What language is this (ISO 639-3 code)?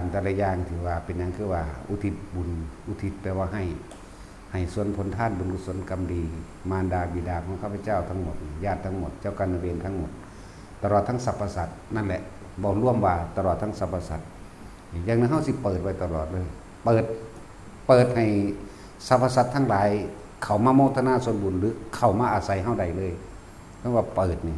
tts